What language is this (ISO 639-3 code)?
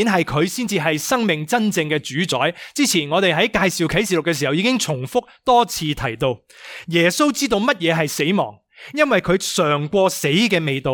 yue